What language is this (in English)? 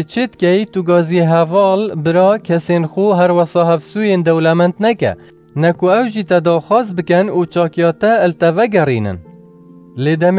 Kurdish